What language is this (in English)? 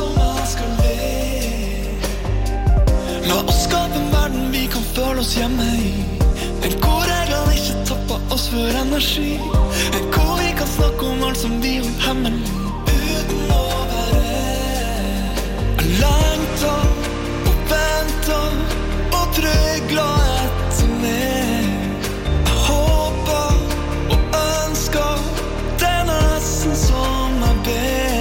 Norwegian